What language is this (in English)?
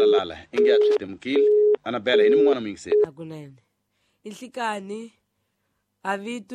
Tsonga